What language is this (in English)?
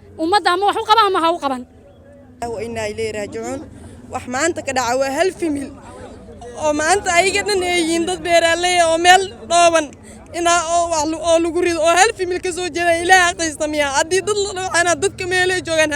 Somali